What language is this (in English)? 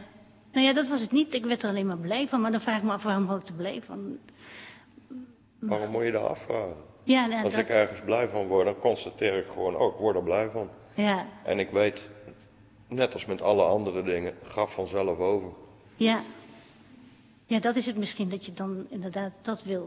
Dutch